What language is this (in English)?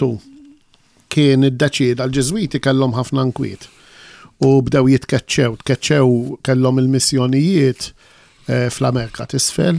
Maltese